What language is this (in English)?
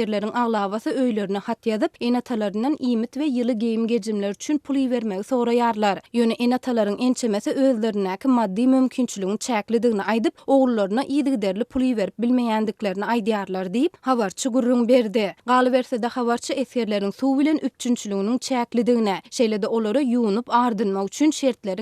Turkmen